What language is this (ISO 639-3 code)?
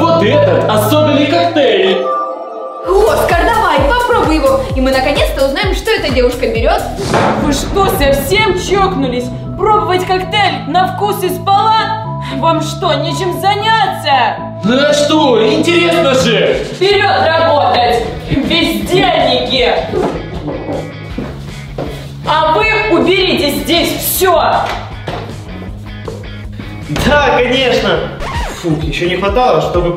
rus